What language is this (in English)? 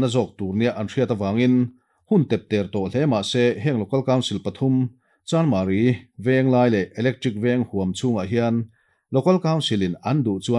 Mizo